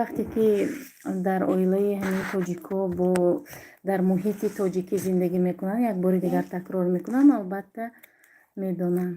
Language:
Tajik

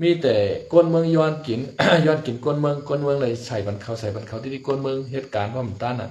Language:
Shan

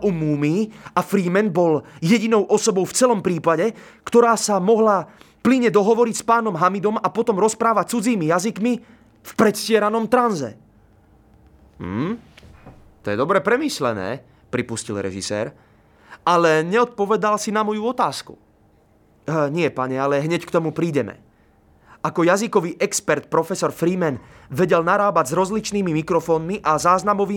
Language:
Slovak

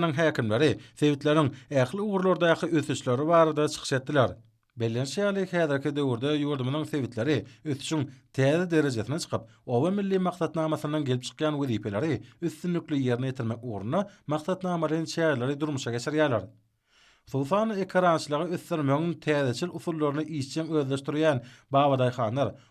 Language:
Turkmen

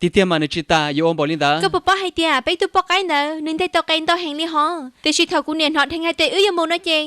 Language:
Hmong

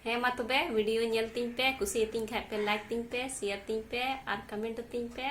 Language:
Santali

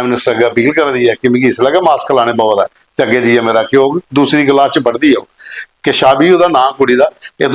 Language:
Dogri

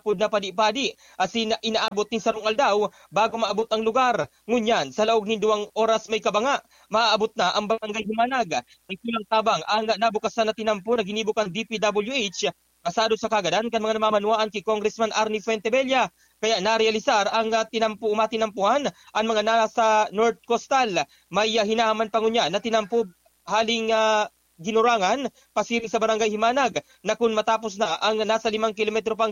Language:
Bikol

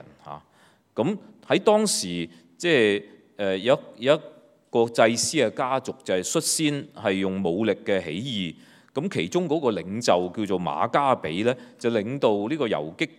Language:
Cantonese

